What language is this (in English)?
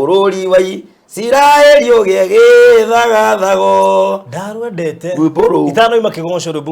Kikuyu